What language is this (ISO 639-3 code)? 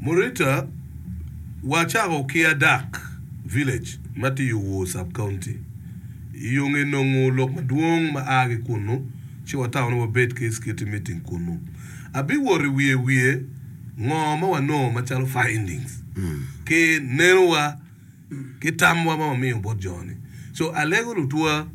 ach